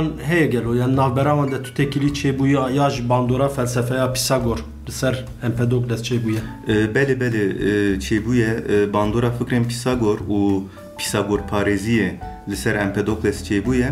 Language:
Kurdish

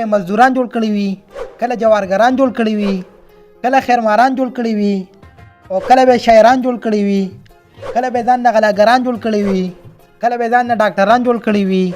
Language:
Pashto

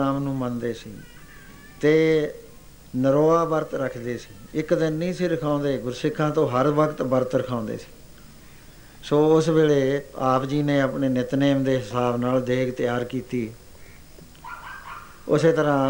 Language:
Punjabi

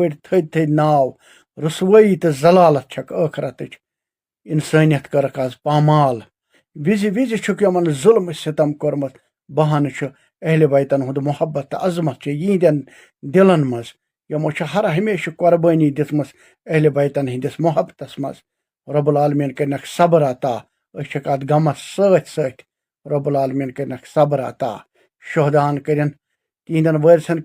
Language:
Kashmiri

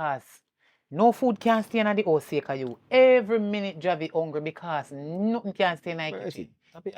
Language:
Jamaican Creole English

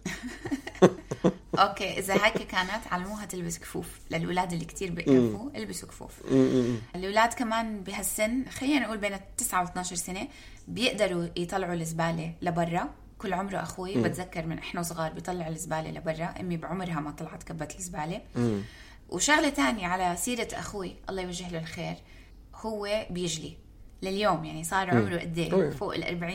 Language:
North Levantine Arabic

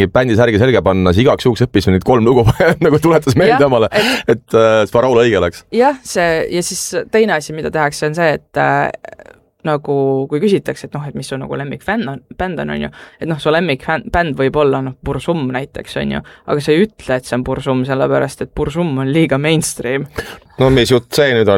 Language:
Estonian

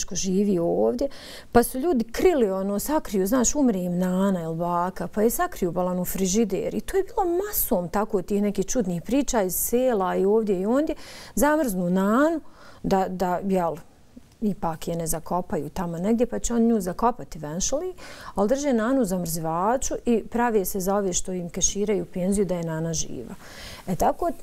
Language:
Bosnian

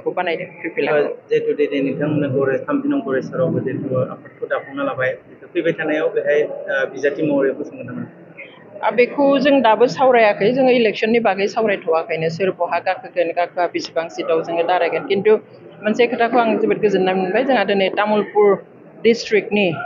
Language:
Bodo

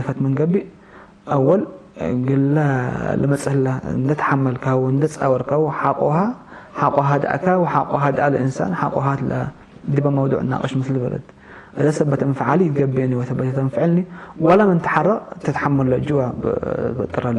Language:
Tigre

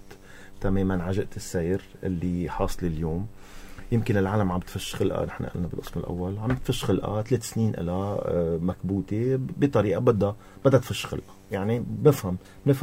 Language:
North Levantine Arabic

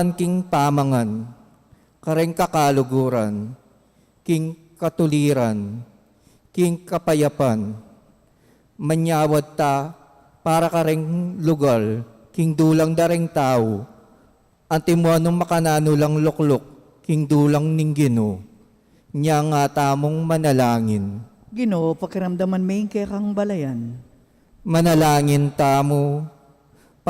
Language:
Pampanga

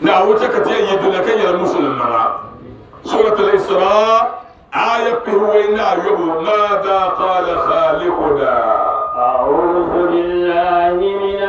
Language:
Dagbani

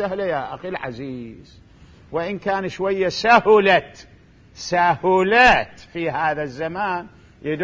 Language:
Mesopotamian Arabic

